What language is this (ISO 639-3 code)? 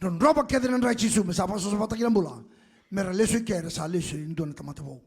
fij